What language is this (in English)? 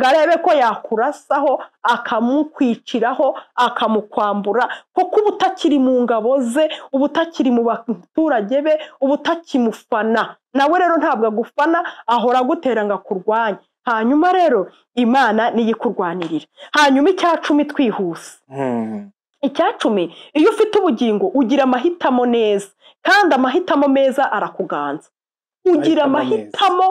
Kinyarwanda